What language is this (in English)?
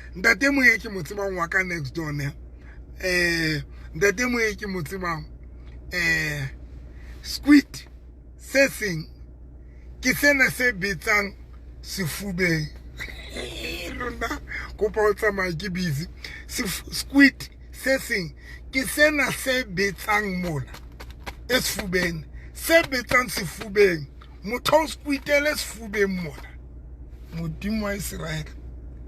Southern Sotho